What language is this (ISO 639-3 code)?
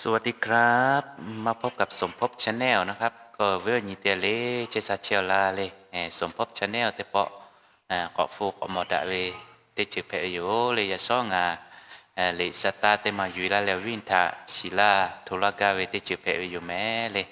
lhu